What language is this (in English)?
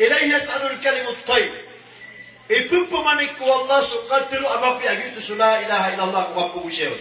Maranao